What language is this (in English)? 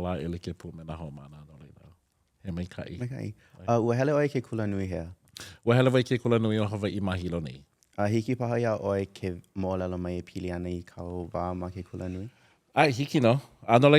Hawaiian